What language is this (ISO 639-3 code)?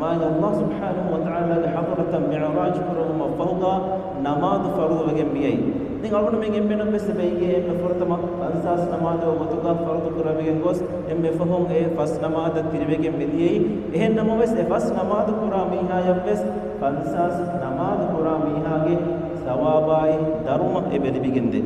div